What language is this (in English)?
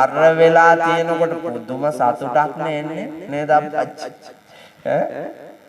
Sinhala